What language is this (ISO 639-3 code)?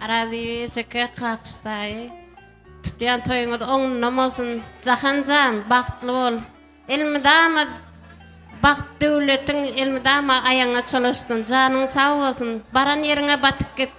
tuk